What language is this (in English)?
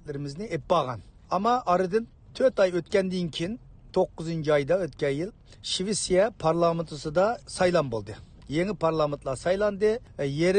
Uyghur